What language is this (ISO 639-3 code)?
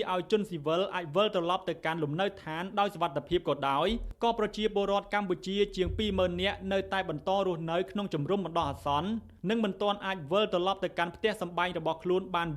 khm